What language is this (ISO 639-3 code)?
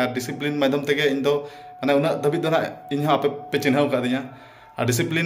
sat